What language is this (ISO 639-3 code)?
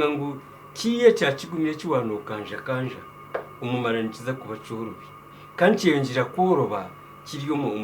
nyn